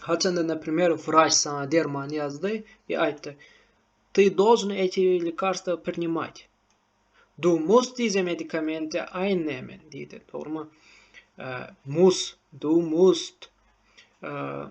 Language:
Turkmen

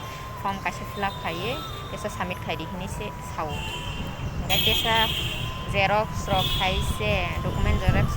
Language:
Kok Borok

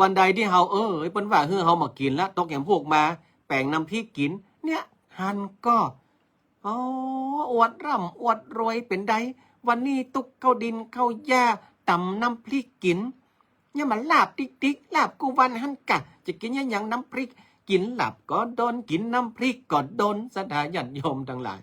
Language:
Northern Thai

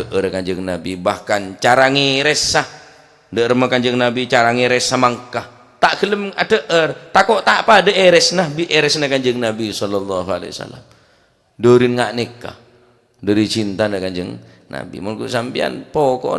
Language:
Madurese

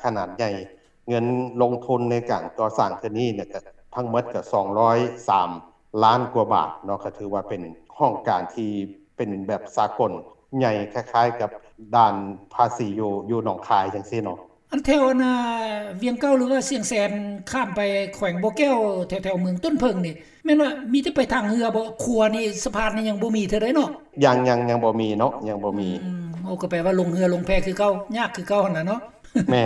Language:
Lao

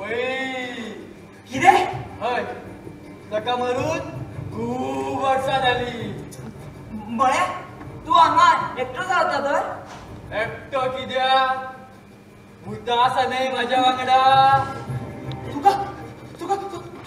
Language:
Konkani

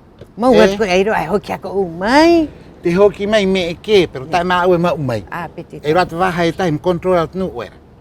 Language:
Rapanui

